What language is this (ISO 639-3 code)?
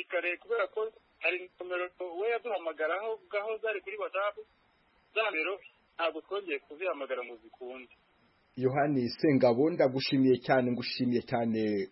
kin